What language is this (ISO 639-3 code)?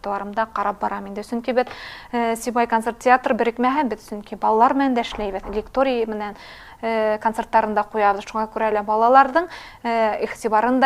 bak